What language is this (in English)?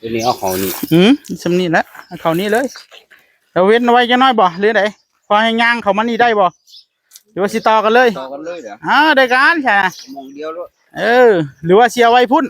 Northeastern Thai